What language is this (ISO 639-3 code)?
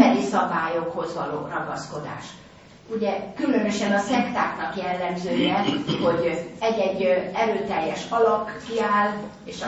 hun